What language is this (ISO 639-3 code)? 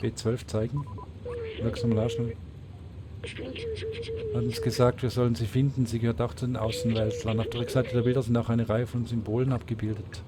gsw